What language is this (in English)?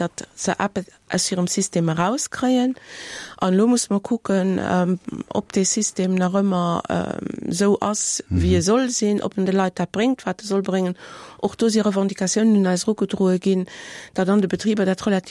Luxembourgish